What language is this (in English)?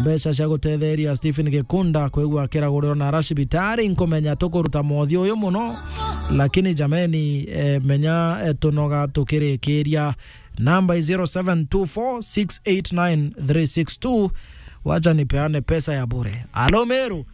Meru